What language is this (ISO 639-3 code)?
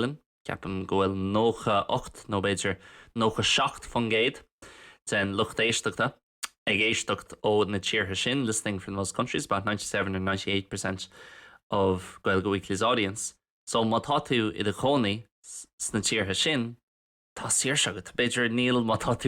gle